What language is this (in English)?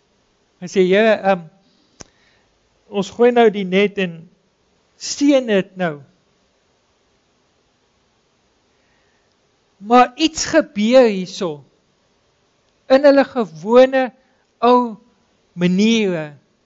Afrikaans